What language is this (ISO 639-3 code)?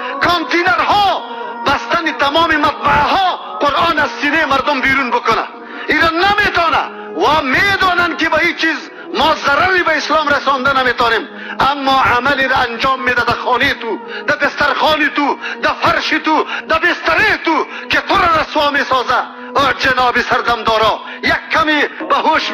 fas